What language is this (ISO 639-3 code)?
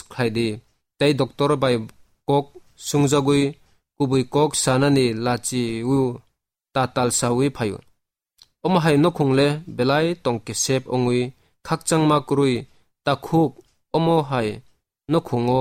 trp